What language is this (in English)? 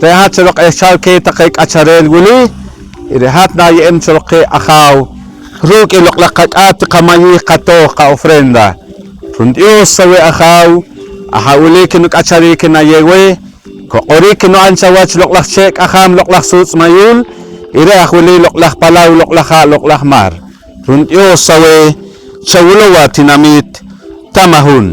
Poqomchi'